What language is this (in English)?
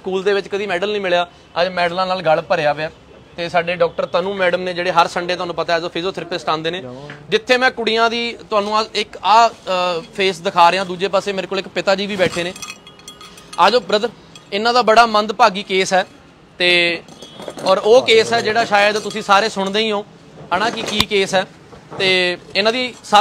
Punjabi